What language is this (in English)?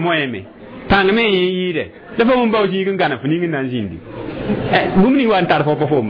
Mossi